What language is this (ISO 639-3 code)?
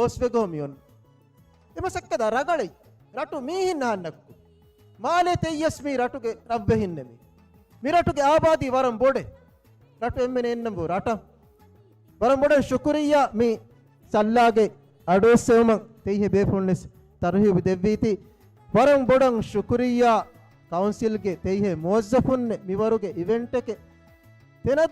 div